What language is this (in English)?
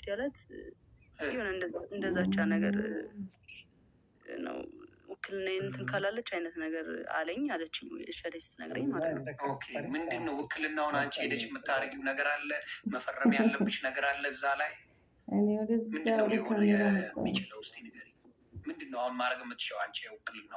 Amharic